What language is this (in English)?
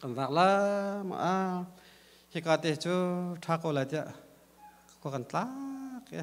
Hakha Chin